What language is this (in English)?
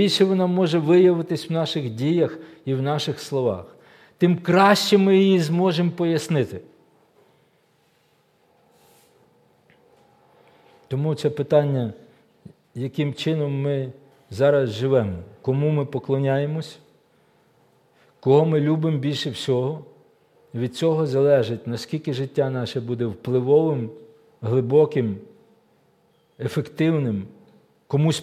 Ukrainian